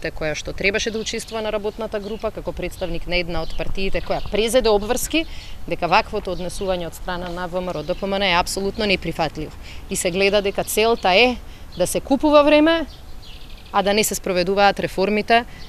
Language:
Macedonian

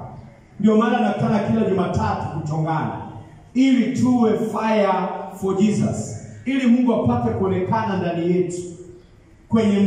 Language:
Swahili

